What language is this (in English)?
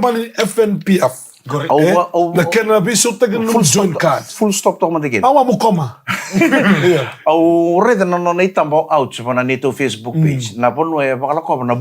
Fijian